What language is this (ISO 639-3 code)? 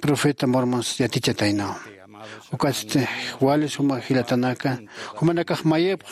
aym